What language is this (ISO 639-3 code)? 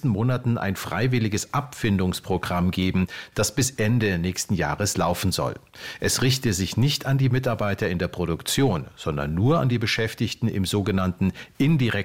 deu